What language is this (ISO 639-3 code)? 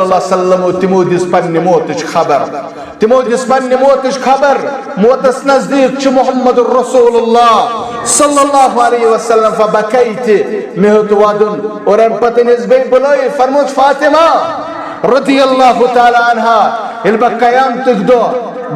kas